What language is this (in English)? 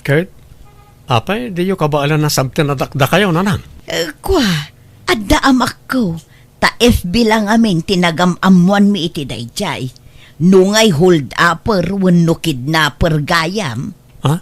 Iloko